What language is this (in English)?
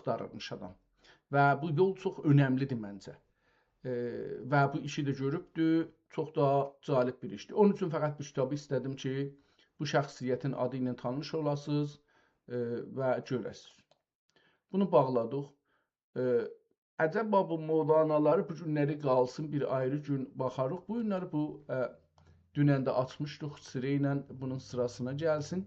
South Azerbaijani